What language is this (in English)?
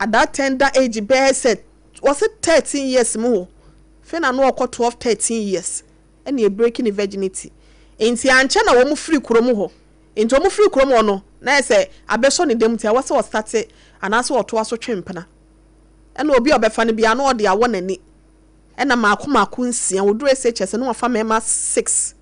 Akan